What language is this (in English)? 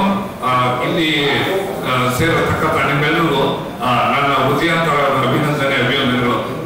Kannada